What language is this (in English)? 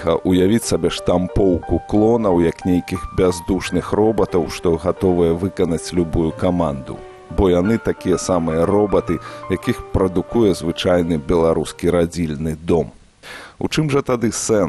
Belarusian